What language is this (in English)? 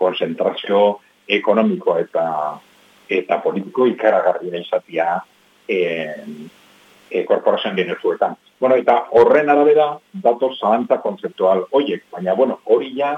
Basque